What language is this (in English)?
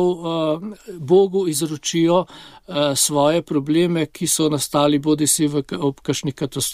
Slovenian